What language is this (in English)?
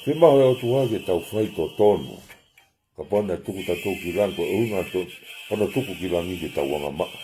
Tongan